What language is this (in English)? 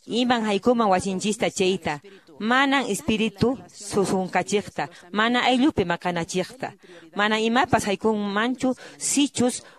Quechua